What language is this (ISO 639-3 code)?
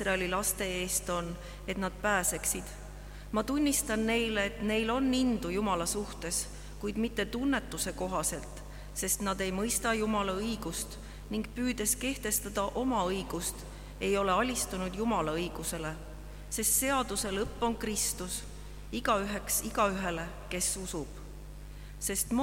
est